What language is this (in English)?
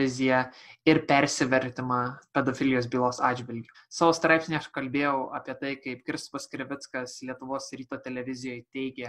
Lithuanian